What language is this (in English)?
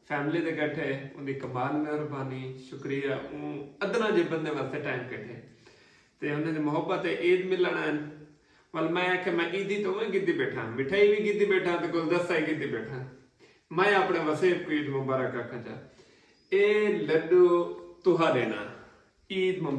Saraiki